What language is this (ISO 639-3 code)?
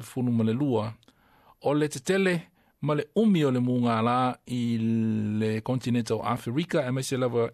smo